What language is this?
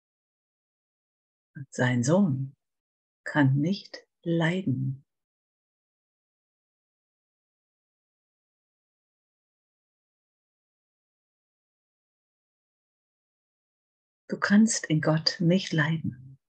German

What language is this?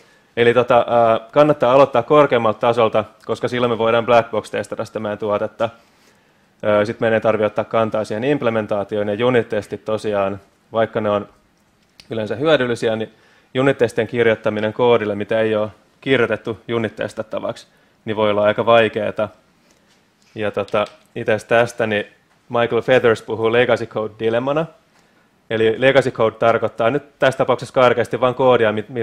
Finnish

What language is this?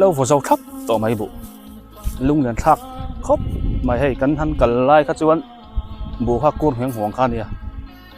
Biete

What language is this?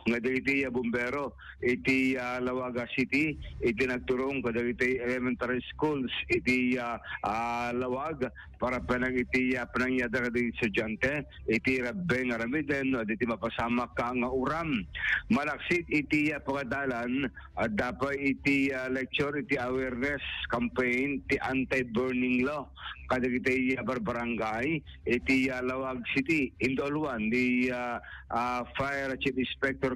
Iloko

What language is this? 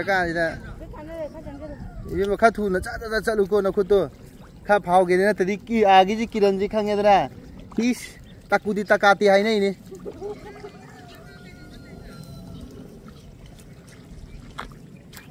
Malay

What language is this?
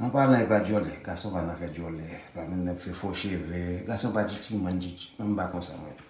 Haitian Creole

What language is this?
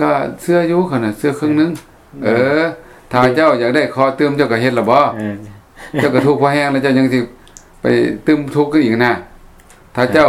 Lao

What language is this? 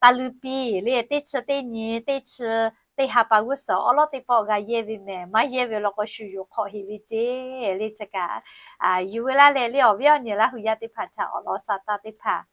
Lahu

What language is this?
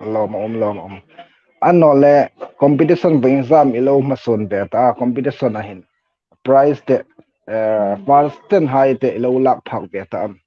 Hmar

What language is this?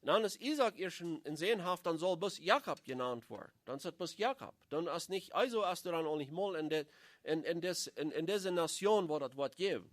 Plautdietsch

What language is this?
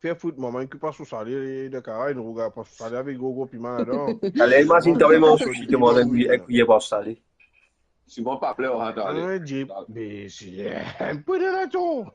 Morisyen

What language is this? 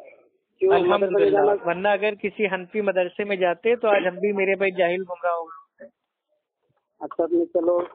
Urdu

